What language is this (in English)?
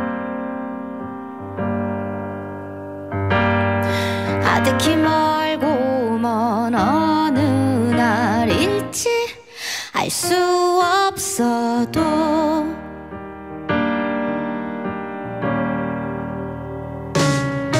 Korean